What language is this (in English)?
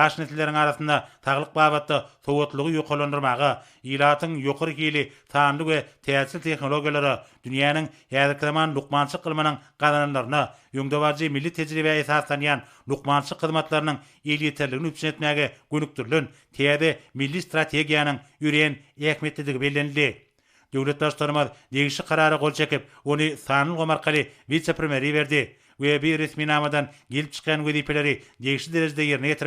Turkmen